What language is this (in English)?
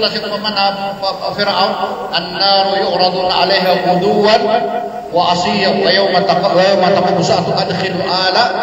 Maranao